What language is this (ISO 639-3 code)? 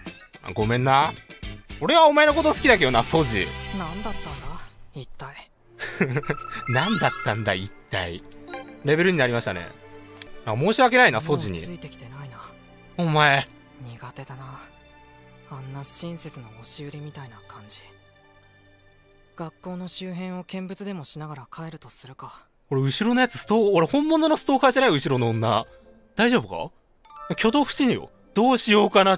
jpn